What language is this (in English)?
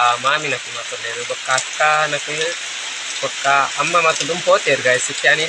Tulu